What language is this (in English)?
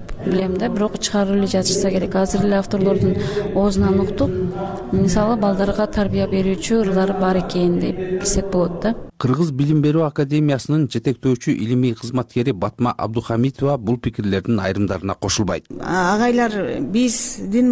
Kyrgyz